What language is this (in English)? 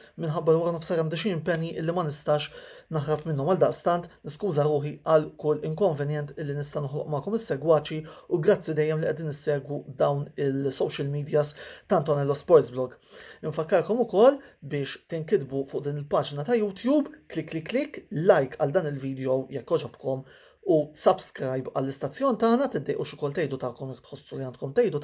Maltese